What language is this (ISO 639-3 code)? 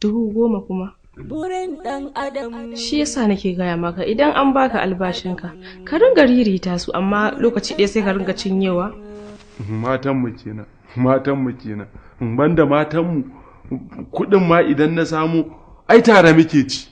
hau